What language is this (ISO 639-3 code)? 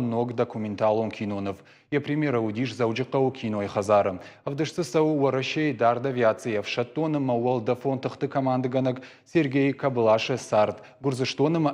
oss